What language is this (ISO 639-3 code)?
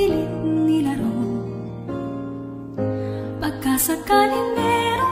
fil